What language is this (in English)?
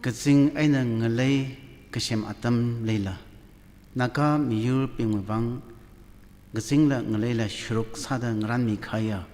Tangkhul Naga (India)